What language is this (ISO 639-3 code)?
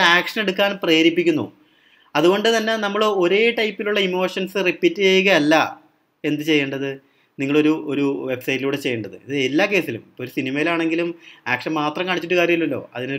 mal